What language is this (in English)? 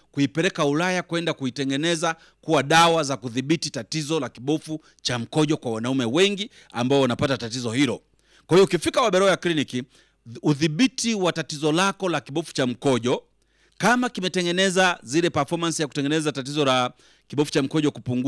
Swahili